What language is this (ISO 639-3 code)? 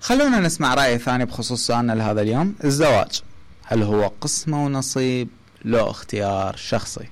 acm